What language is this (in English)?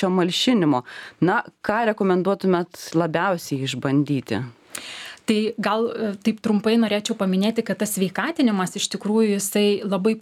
Lithuanian